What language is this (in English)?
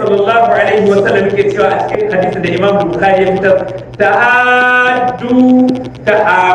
Hausa